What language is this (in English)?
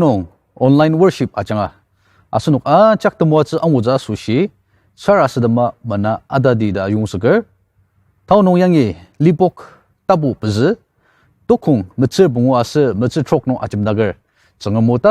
Ao Naga